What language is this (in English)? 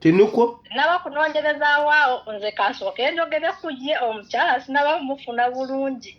Ganda